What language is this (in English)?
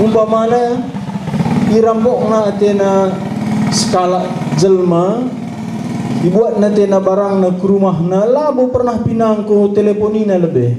Batak Karo